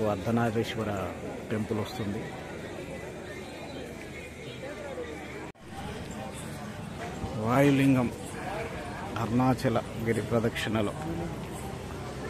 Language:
Telugu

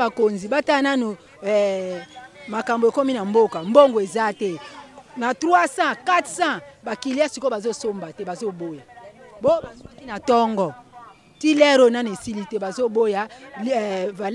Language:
Lingala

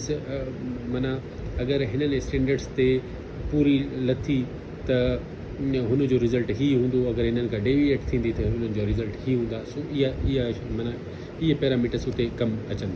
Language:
Sindhi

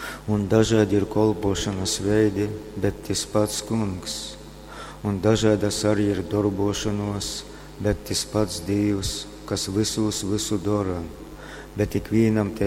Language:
Latgalian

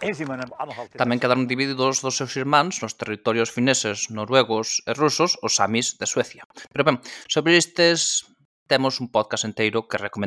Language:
Galician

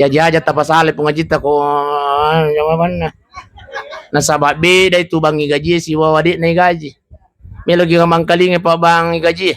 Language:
Buginese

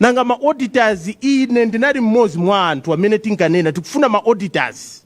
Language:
Nyanja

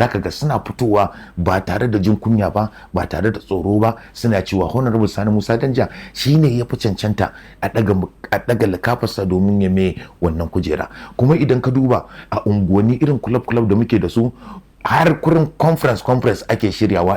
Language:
Hausa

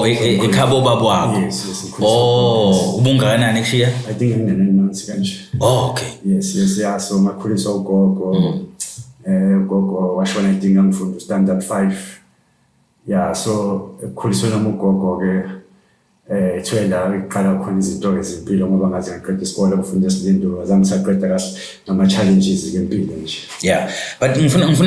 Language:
Zulu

